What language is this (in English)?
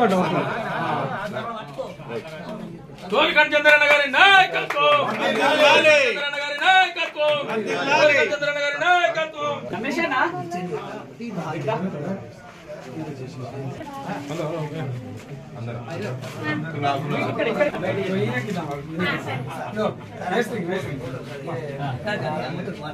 Telugu